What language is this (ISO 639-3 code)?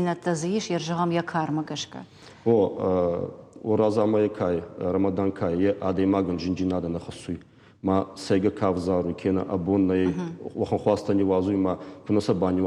oss